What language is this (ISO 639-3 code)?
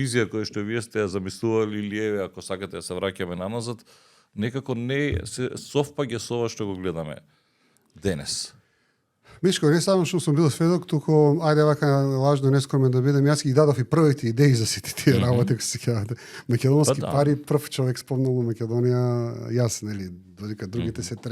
mkd